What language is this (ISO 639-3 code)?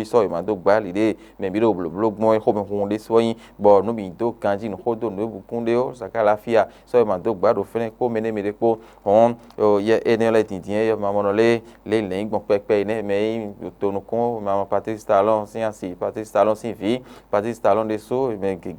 fon